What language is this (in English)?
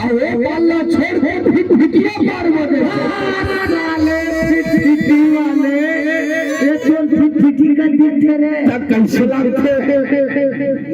Chhattisgarhi